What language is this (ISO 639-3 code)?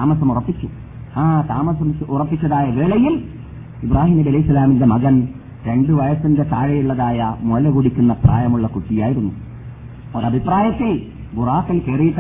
mal